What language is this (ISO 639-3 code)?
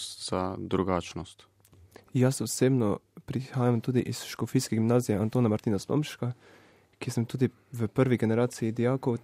slv